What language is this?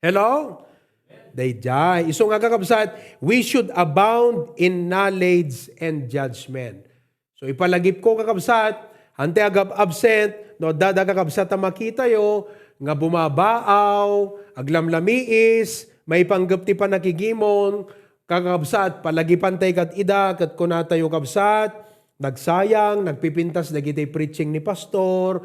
Iloko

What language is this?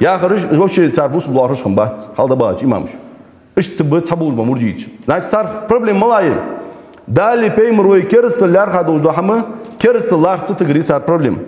Ingush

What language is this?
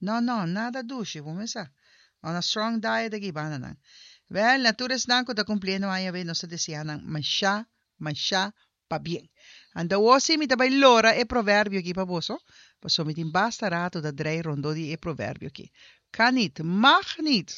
Papiamento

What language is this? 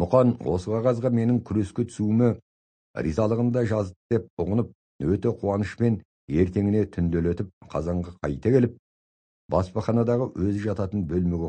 Kazakh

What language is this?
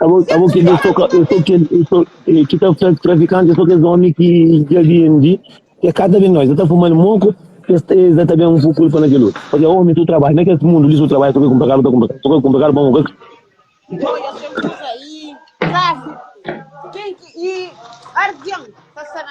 Kabuverdianu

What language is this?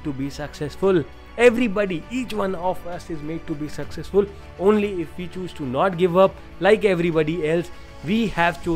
English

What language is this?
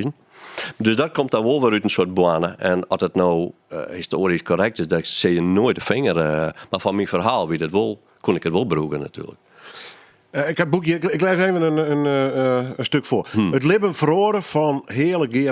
Western Frisian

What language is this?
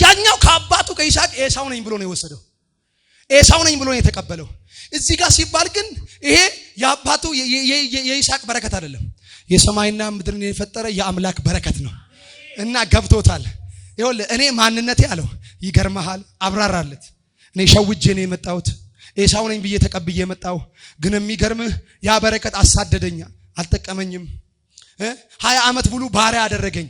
Amharic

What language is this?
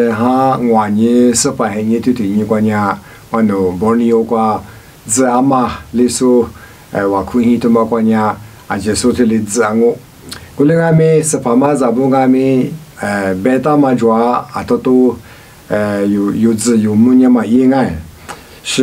Lisu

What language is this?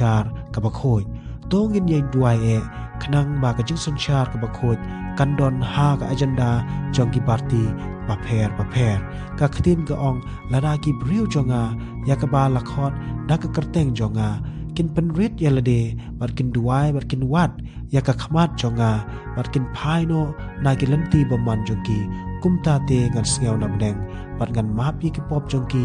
Khasi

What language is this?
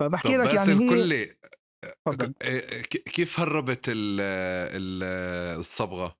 North Levantine Arabic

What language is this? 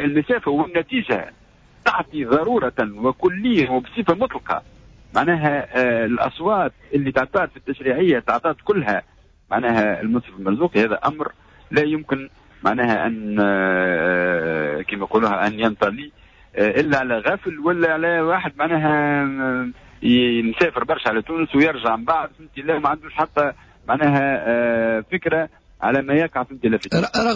Tunisian Arabic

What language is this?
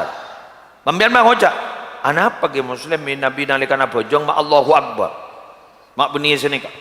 Madurese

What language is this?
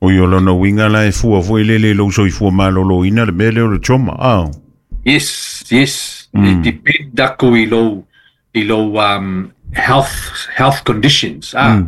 Samoan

